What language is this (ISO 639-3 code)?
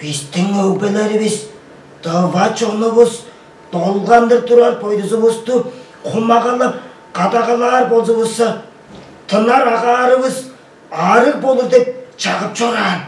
tyv